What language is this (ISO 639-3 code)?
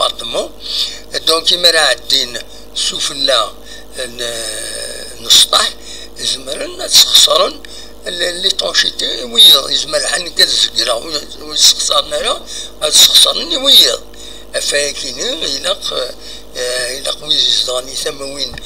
kab